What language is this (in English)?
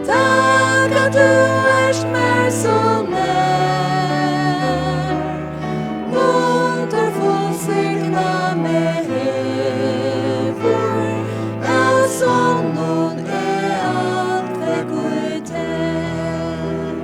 Faroese